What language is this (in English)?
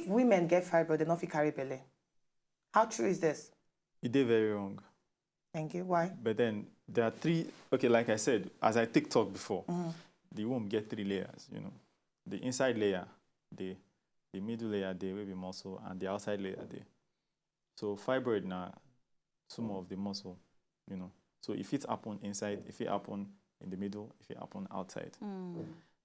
Nigerian Pidgin